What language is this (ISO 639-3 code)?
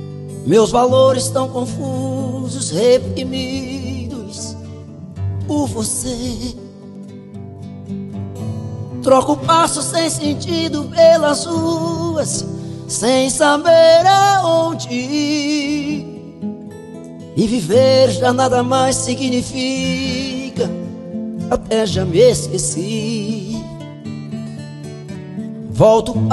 por